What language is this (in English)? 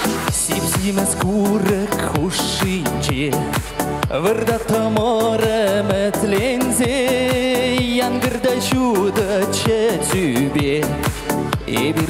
Chuvash